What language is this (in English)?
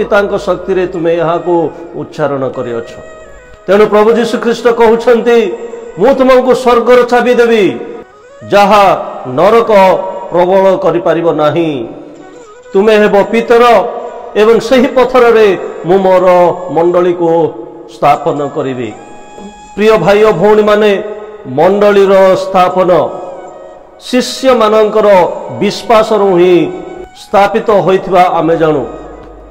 Odia